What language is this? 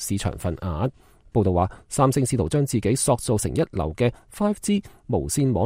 Cantonese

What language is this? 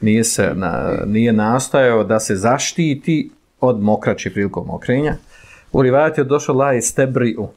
Bosnian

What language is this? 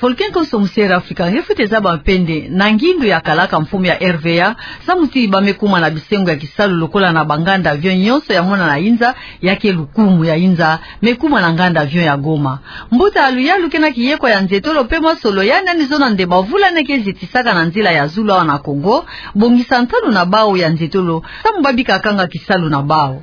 Kituba (Democratic Republic of Congo)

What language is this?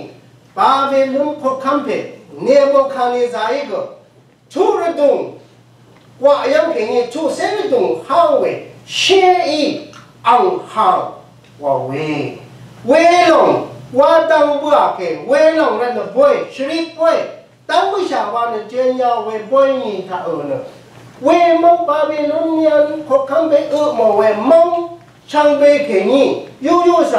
Rawang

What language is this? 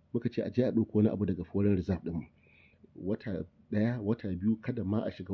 Hausa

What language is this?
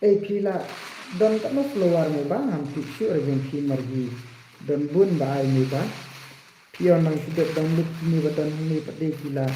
Khasi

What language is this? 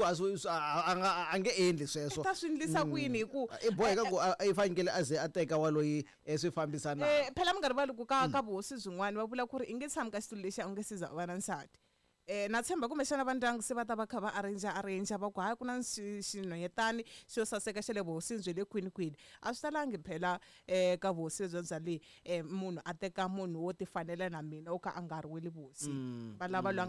Tsonga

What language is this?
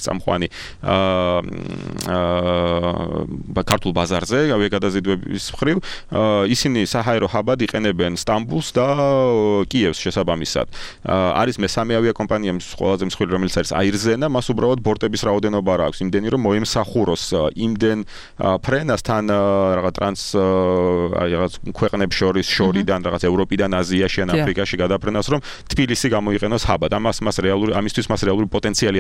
Georgian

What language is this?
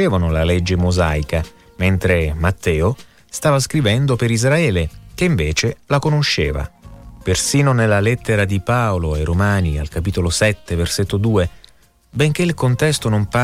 Italian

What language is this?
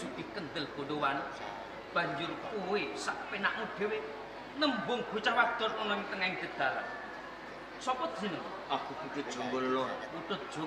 Javanese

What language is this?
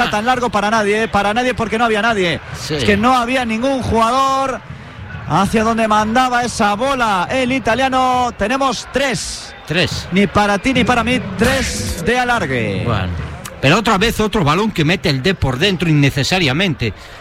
Spanish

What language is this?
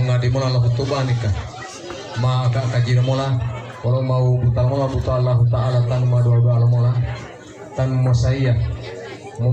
Gorontalo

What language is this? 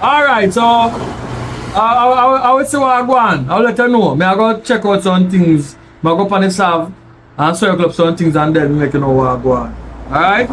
Jamaican Creole English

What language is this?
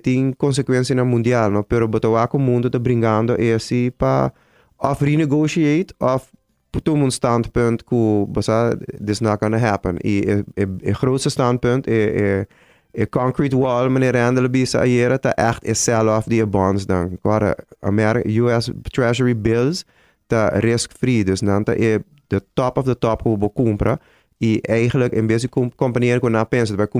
Papiamento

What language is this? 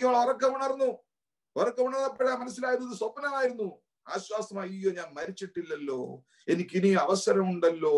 Malayalam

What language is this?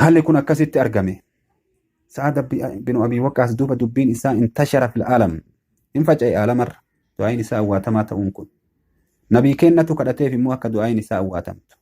Oromo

